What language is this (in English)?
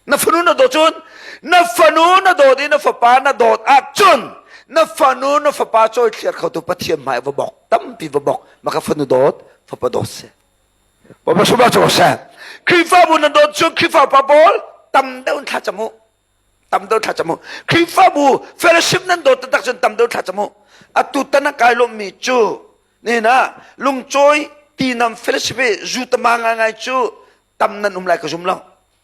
Hakha Chin